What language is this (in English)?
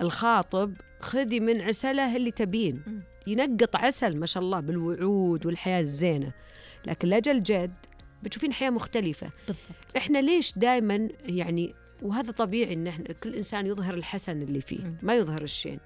Najdi Arabic